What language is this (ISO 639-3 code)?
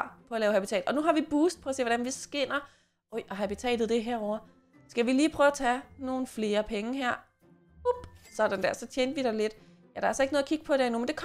dan